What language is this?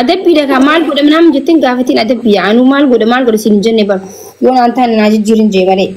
Oromo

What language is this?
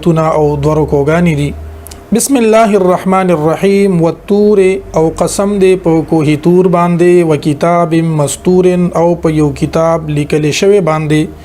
Pashto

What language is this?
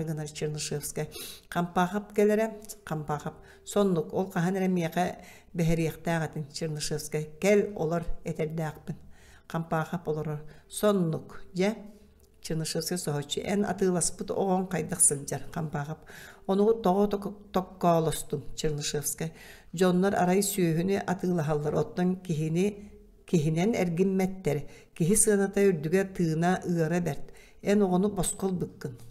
Yakut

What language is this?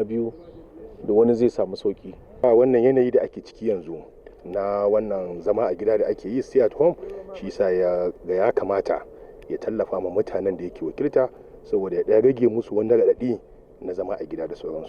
Hausa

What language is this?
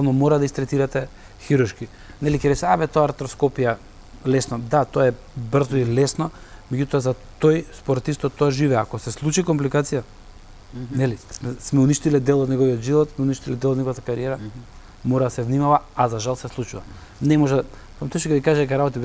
Macedonian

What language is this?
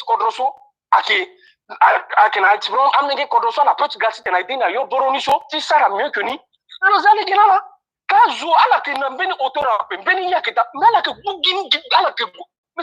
Sango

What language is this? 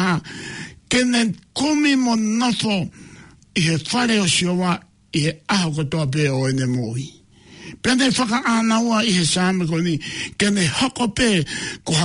Tongan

